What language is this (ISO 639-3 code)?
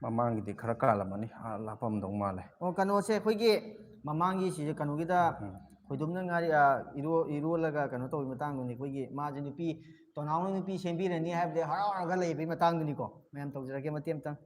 mni